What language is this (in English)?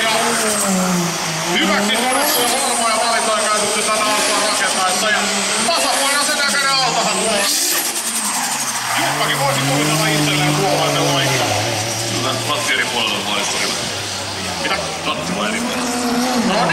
Finnish